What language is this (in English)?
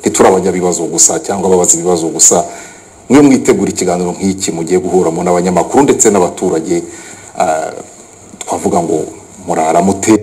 Kinyarwanda